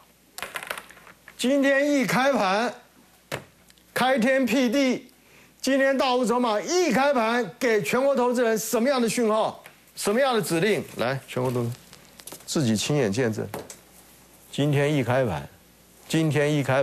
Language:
Chinese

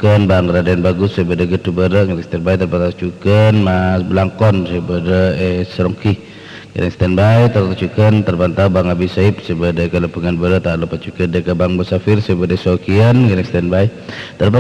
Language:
Madurese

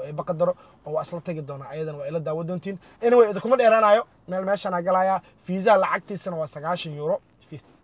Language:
Somali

